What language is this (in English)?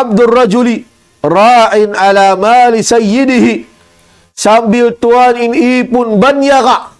Tausug